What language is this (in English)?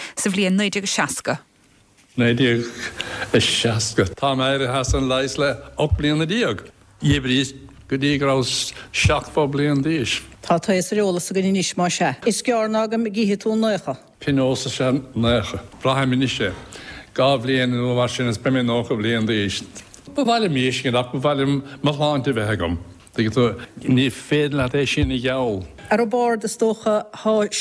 Irish